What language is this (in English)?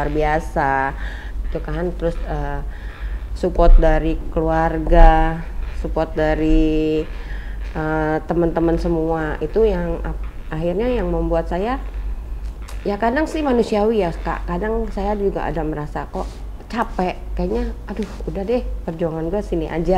Indonesian